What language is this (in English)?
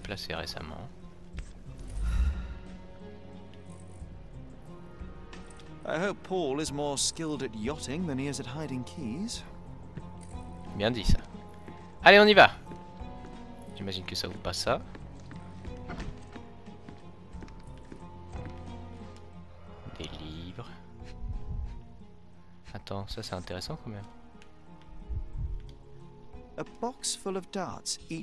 French